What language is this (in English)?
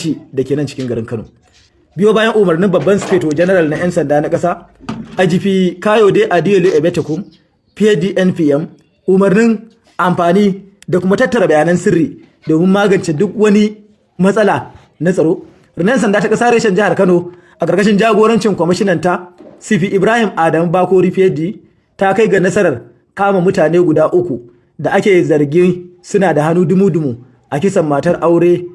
Hausa